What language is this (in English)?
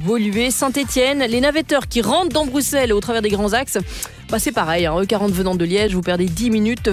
French